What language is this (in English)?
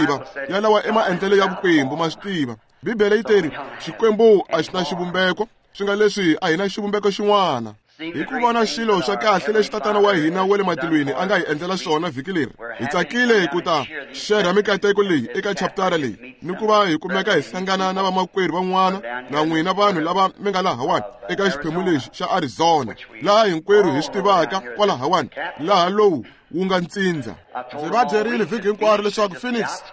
Tsonga